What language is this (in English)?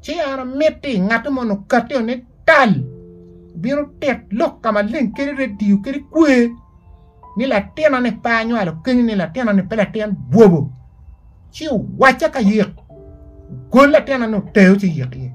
Acoli